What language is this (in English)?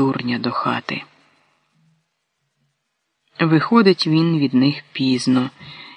Ukrainian